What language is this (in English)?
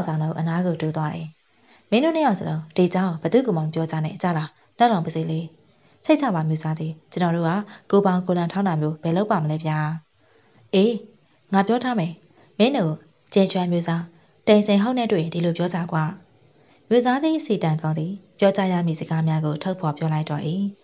Burmese